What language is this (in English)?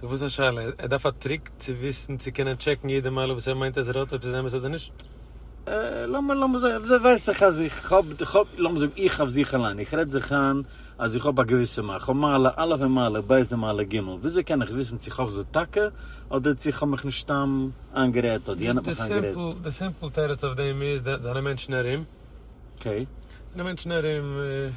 Yiddish